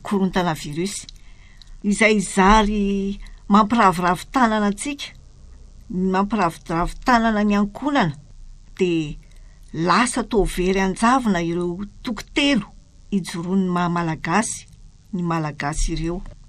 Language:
Malagasy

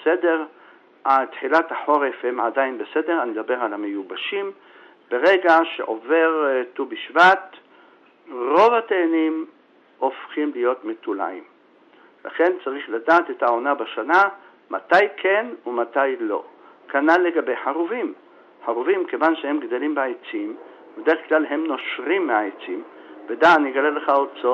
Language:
Hebrew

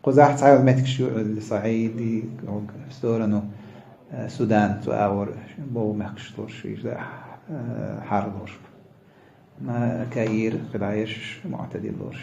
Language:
Chechen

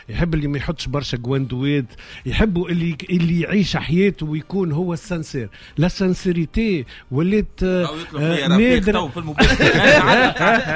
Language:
Tunisian Arabic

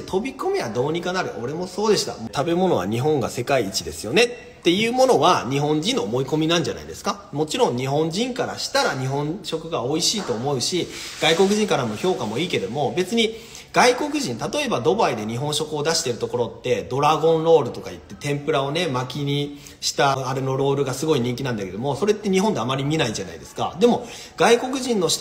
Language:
Japanese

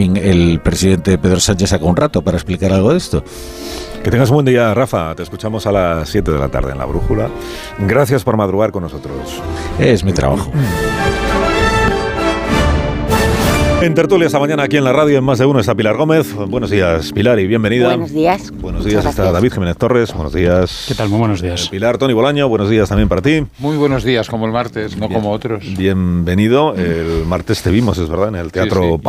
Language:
Spanish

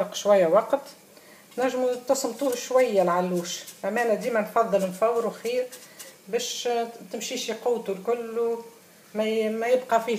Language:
Tunisian Arabic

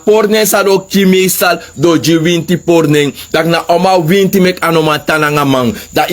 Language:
Sranan Tongo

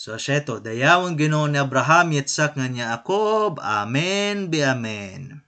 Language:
Waray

